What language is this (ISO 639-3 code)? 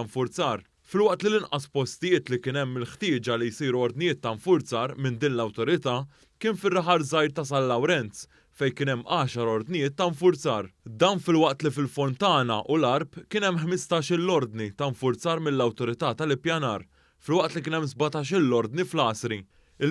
mlt